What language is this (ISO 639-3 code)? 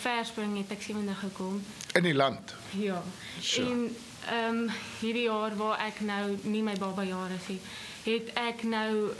afr